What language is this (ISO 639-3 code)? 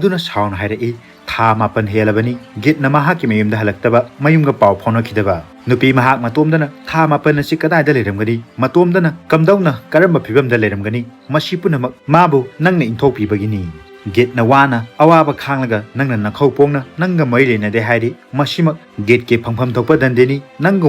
mni